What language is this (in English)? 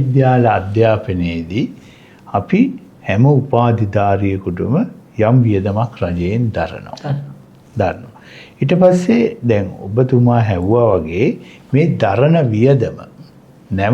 Sinhala